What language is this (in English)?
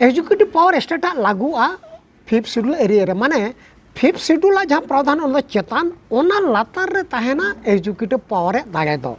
Santali